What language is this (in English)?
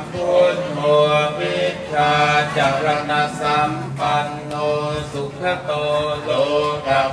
Pali